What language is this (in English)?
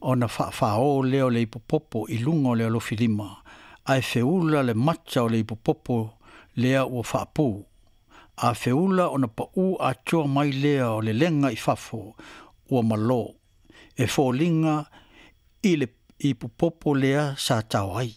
Samoan